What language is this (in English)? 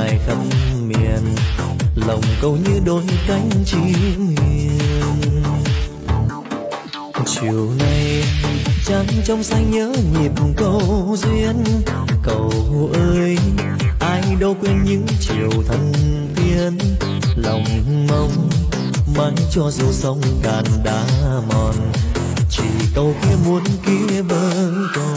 Vietnamese